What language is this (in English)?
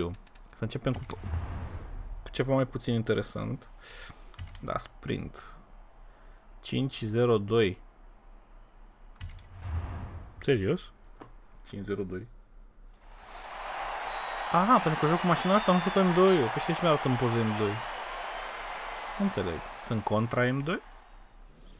Romanian